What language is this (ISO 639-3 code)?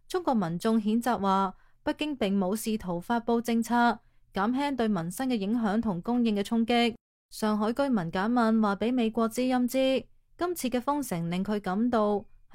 yue